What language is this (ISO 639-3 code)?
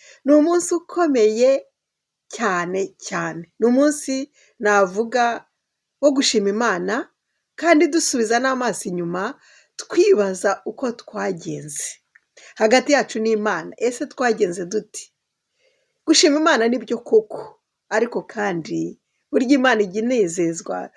kin